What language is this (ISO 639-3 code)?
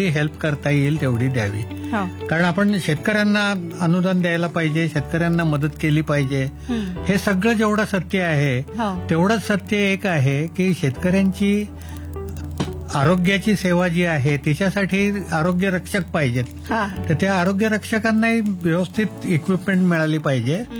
mar